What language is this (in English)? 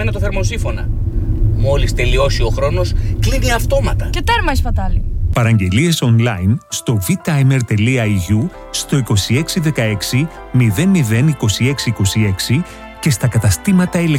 Greek